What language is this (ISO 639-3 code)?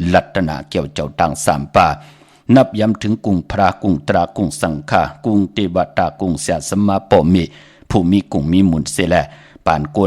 shn